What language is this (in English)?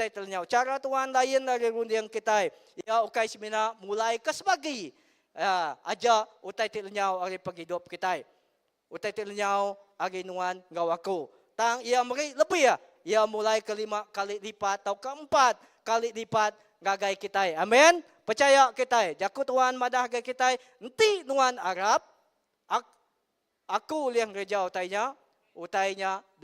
Iban